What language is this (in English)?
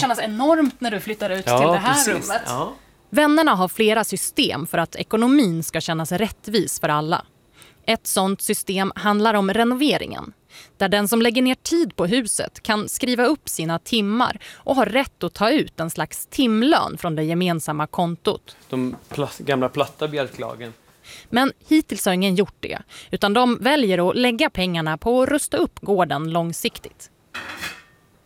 Swedish